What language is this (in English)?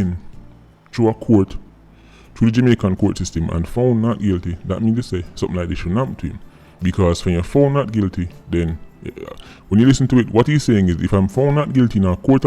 Jamaican Creole English